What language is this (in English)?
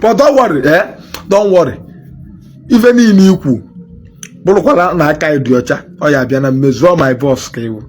Igbo